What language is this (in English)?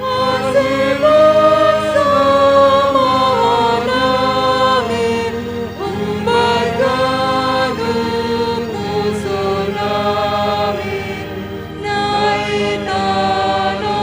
Batak Simalungun